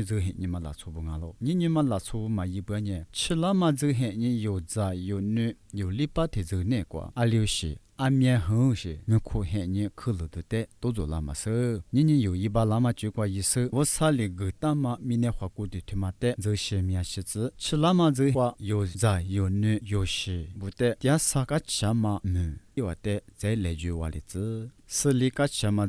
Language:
Lisu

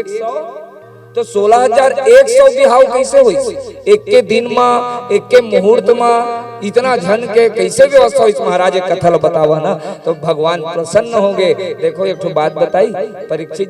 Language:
Chhattisgarhi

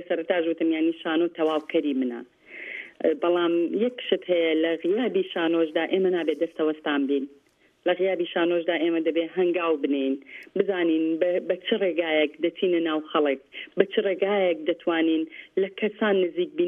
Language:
Central Kurdish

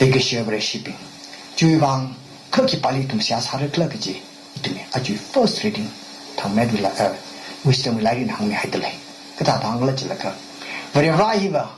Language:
Tangkhul Naga (India)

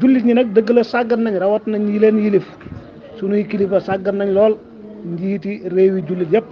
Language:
Wolof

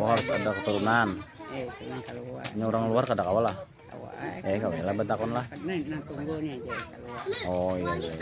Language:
Banjar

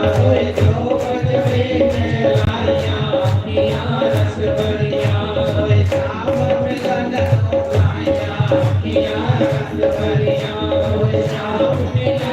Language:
Dogri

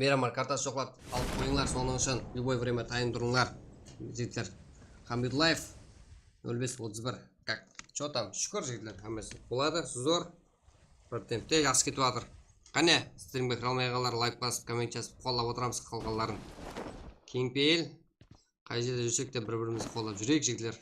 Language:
Kara-Kalpak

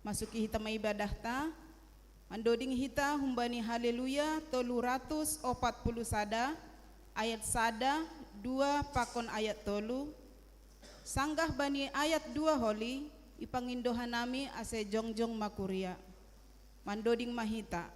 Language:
Batak Simalungun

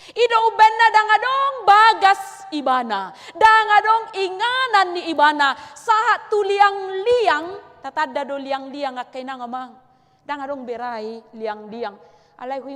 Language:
Batak Toba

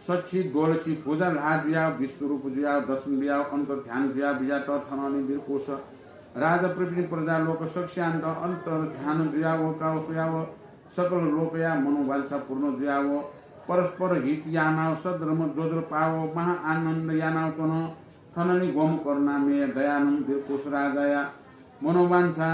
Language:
Newari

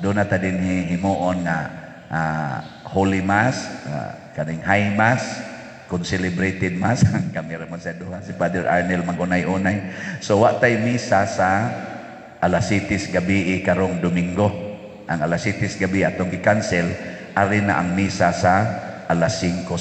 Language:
Cebuano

